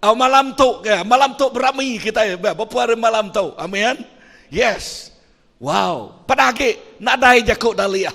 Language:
Iban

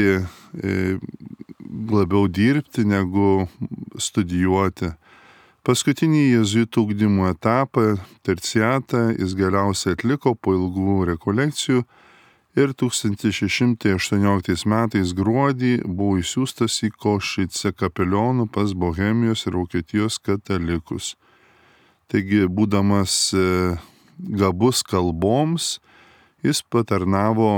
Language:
Lithuanian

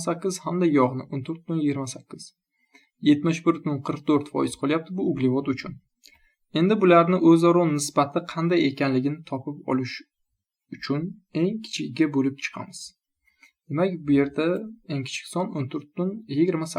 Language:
Uzbek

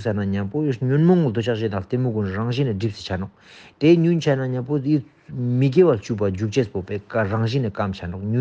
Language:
Ladakhi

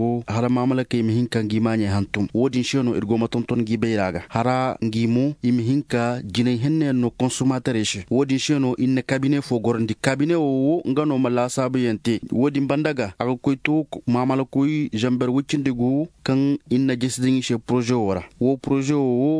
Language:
Koyraboro Senni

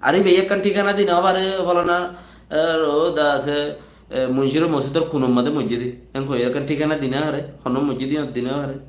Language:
Rohingya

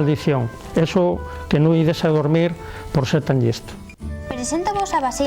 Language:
Asturian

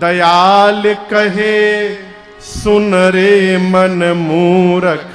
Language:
Chhattisgarhi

